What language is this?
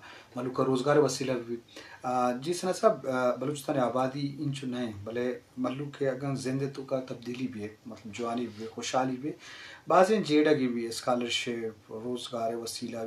Eastern Balochi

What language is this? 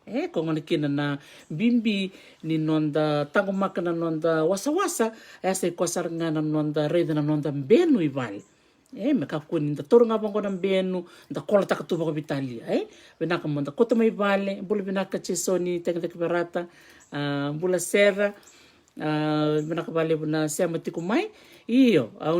Fijian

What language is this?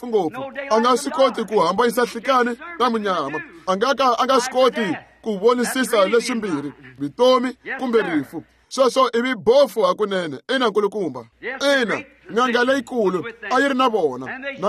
Tsonga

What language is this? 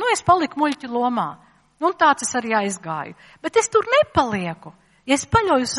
Latvian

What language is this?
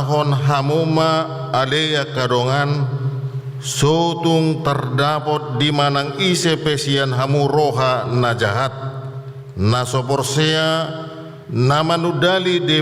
Batak Toba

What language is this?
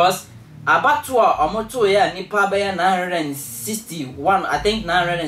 Akan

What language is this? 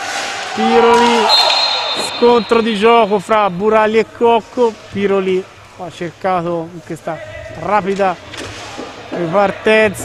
Italian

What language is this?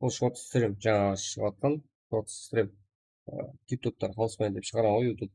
Kara-Kalpak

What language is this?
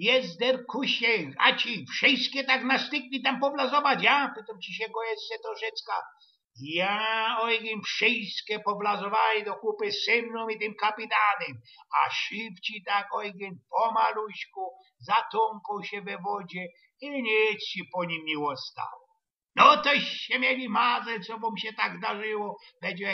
Silesian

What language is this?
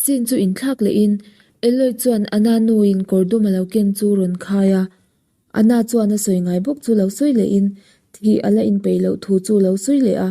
Mizo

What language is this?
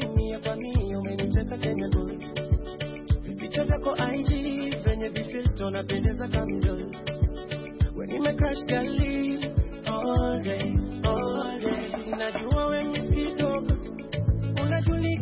Swahili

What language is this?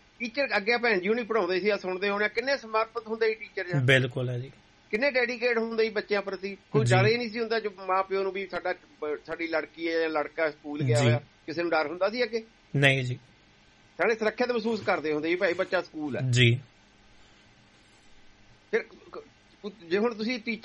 Punjabi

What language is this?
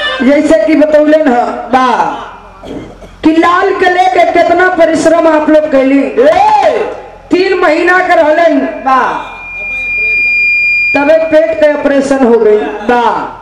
Bhojpuri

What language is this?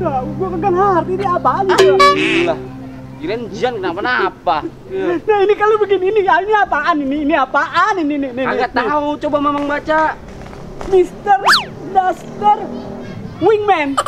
Betawi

